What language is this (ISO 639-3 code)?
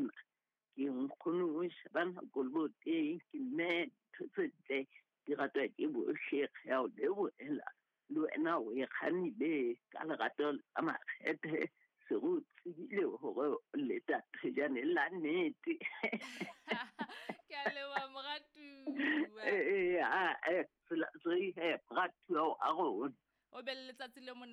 sot